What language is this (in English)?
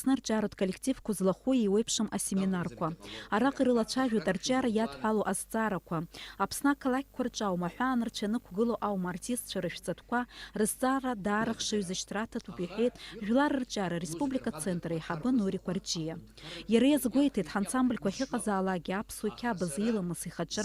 Abkhazian